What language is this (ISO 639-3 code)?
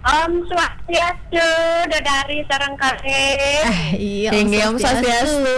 ban